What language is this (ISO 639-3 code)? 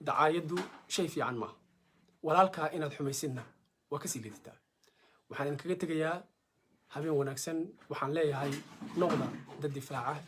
som